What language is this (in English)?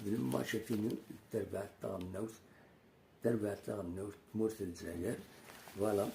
Kabyle